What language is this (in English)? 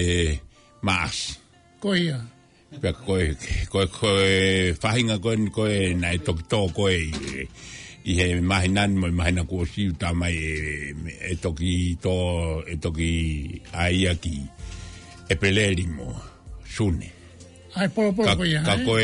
Tongan